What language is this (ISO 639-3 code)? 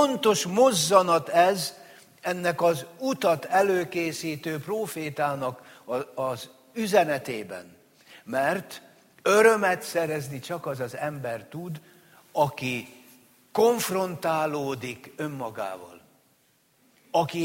hun